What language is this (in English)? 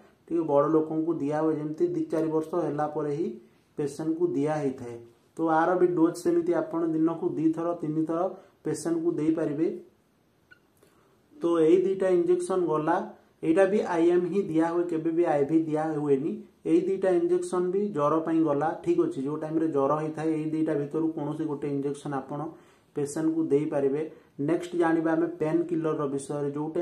Odia